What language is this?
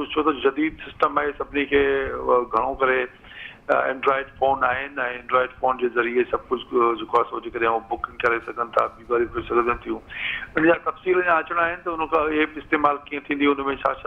Sindhi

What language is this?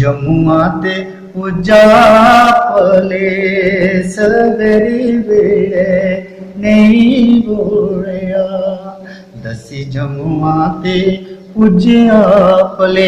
Dogri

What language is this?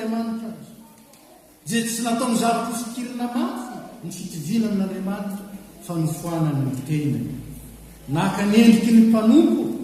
Malagasy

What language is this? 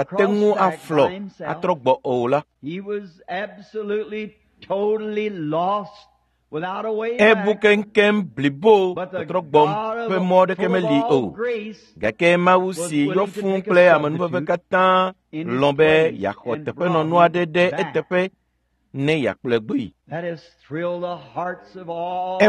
Ewe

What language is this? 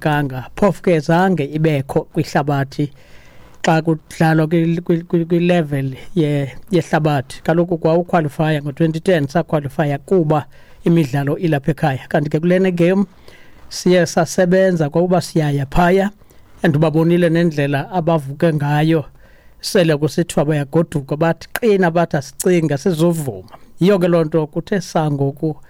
Xhosa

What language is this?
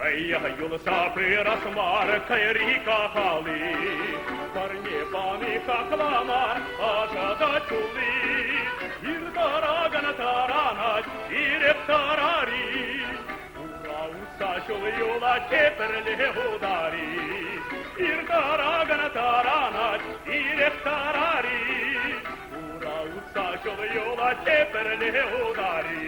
Chuvash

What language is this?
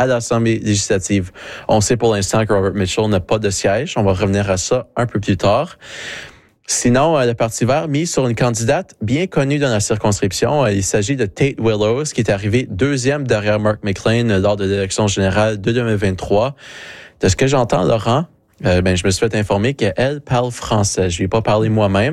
French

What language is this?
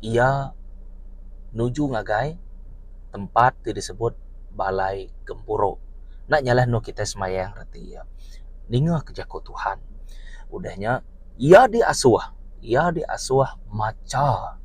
Iban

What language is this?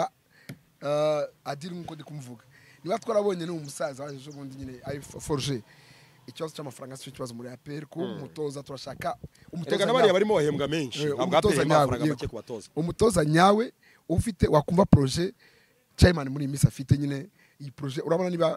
Kinyarwanda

